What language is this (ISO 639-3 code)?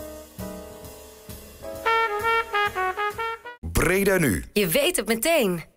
nld